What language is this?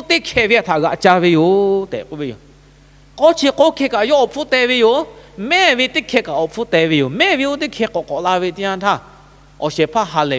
Lahu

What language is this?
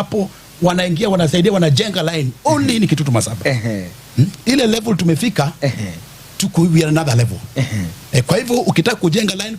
Gusii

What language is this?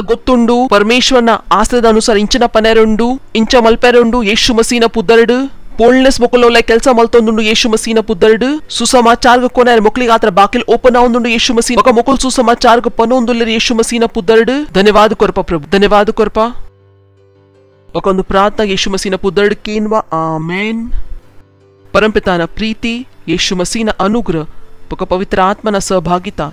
Tulu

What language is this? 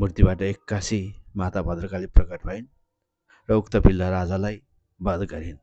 Nepali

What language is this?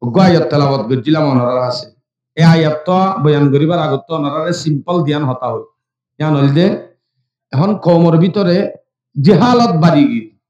Rohingya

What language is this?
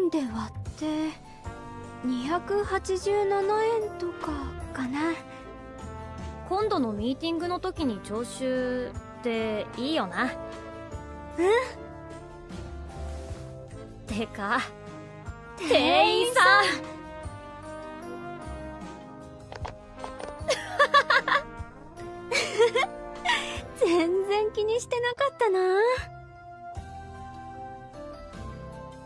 Japanese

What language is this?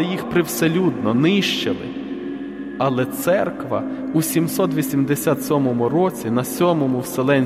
Ukrainian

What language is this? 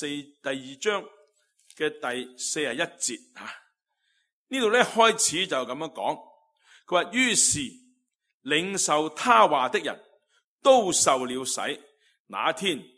Cantonese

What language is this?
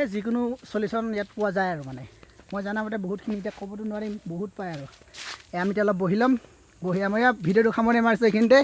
Assamese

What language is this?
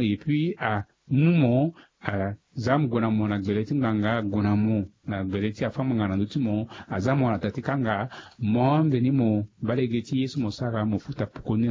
Sango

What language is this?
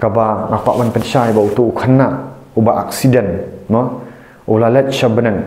Khasi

